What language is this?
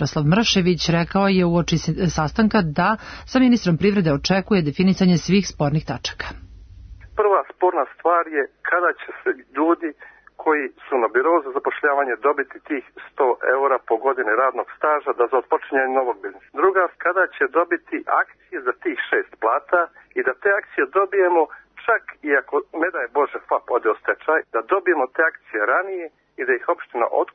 Serbian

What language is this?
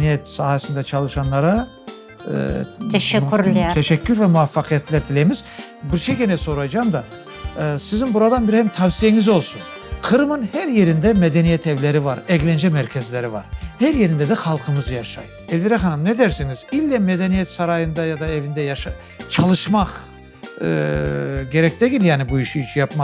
Crimean Tatar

